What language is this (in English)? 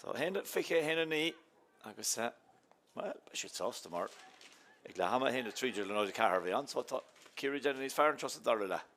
Irish